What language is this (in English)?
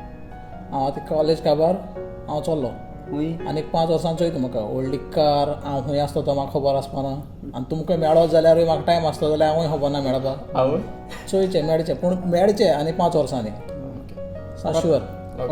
Konkani